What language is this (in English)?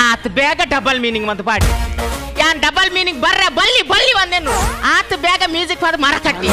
Tulu